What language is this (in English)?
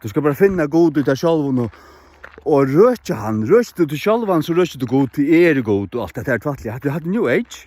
Faroese